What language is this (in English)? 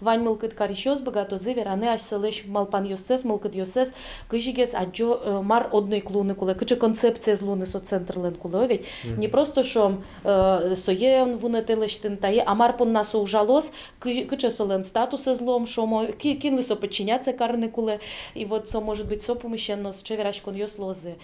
Udmurt